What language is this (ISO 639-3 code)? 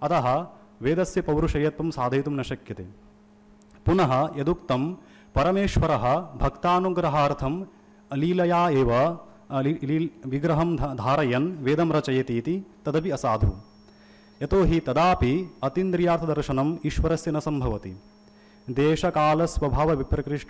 san